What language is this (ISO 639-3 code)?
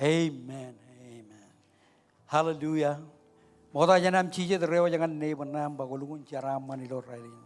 mah